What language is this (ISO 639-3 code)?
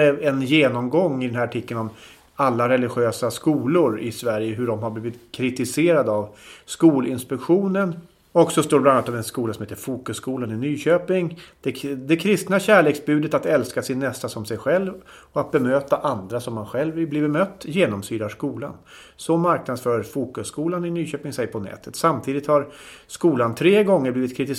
swe